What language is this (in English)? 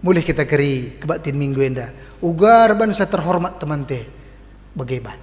Batak Karo